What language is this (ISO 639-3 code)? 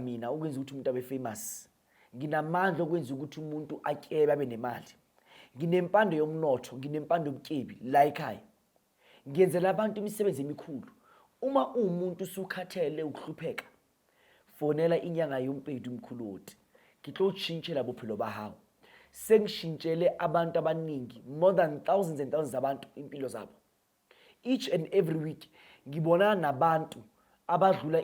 zul